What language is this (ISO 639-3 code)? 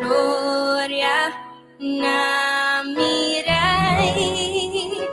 pap